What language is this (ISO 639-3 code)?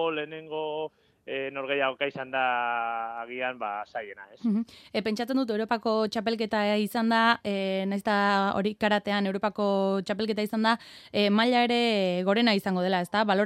eus